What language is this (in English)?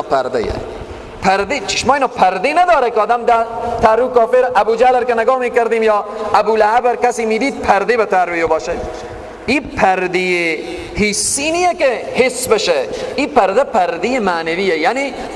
Persian